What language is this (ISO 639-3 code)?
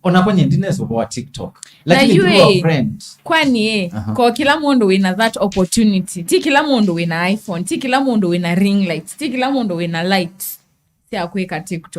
kam